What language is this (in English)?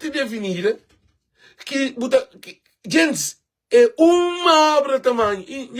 Kabuverdianu